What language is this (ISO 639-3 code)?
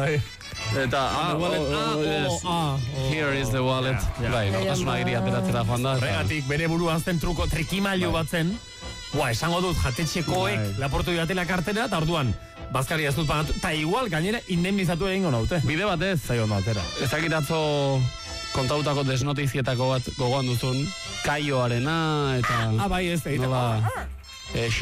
eus